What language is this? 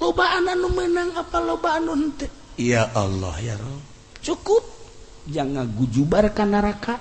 Sundanese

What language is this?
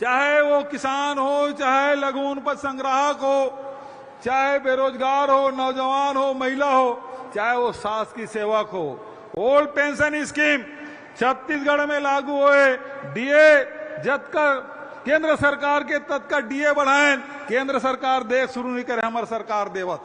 Chhattisgarhi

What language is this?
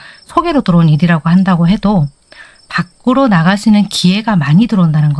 Korean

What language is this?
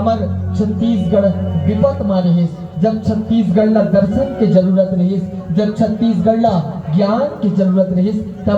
Chhattisgarhi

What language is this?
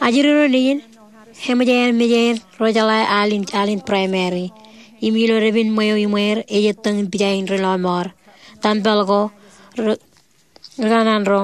Marshallese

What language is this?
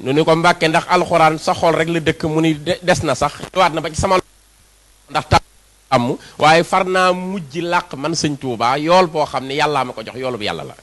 Wolof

